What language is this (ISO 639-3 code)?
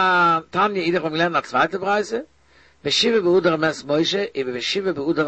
yid